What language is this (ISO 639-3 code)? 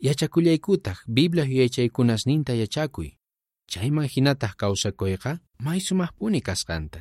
quh